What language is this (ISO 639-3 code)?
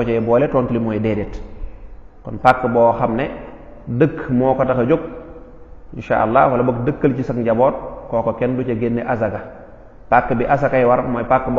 wol